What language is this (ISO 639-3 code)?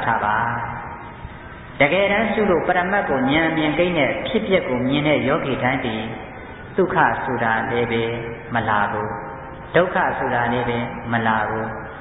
mya